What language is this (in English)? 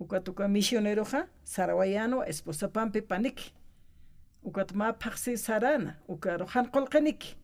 Aymara